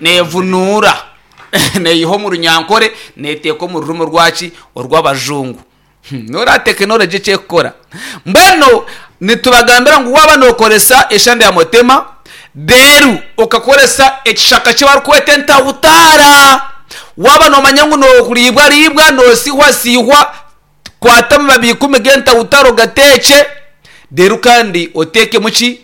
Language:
Nyankole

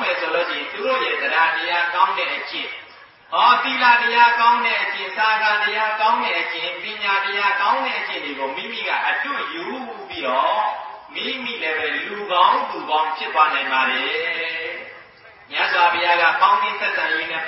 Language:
Burmese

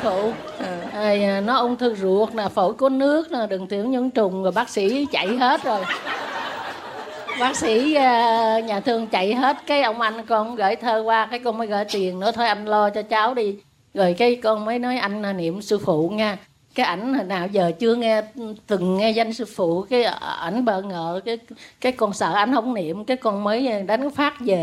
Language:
Vietnamese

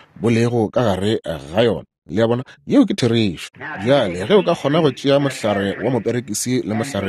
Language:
Northern Sotho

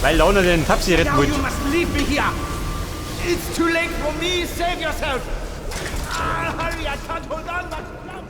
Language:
Bavarian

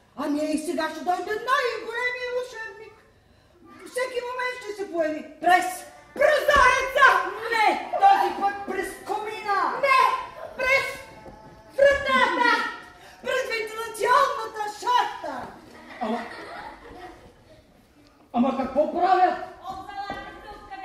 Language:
Bulgarian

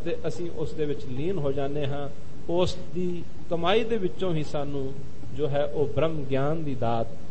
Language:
Punjabi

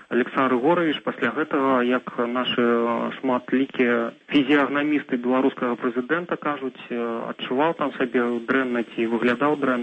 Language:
Belarusian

